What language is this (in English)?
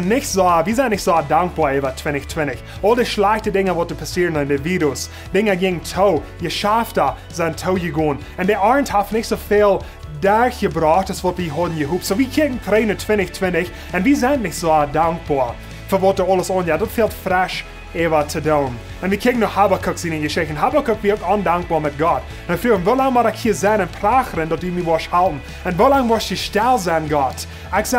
Plautdietsch